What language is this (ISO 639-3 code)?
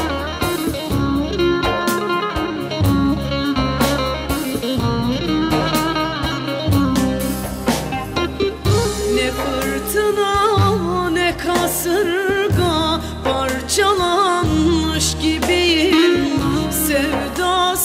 tur